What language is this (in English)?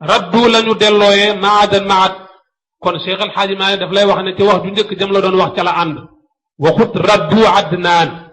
Wolof